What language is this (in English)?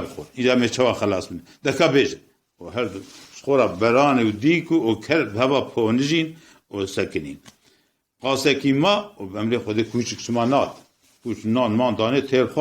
Kurdish